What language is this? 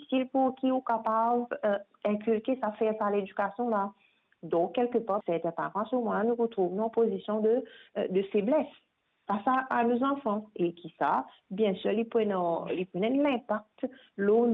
Morisyen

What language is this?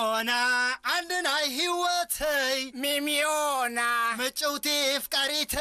Tigrinya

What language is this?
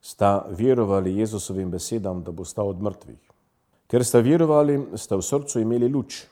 Slovenian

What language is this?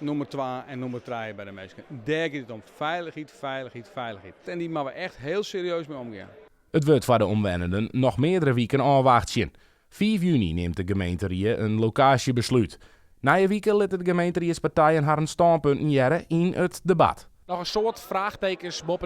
Western Frisian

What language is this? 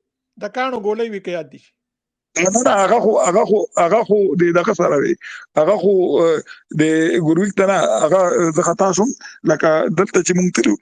Pashto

